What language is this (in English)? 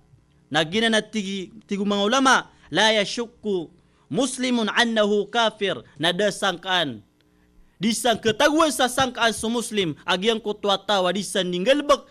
Maranao